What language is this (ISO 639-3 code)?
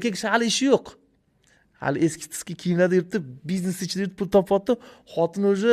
uzb